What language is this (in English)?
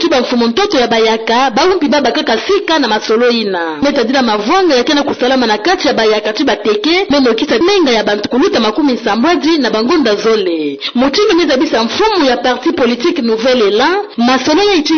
Kituba (Democratic Republic of Congo)